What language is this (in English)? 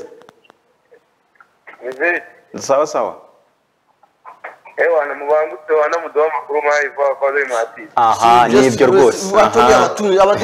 Kinyarwanda